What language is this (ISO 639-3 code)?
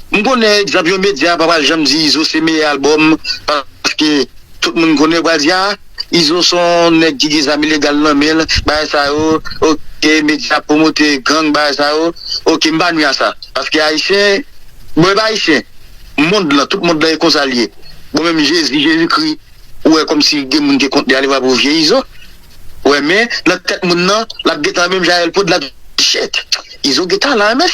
hat